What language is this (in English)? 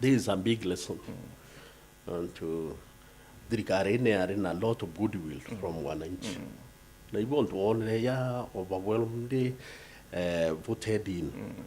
Meru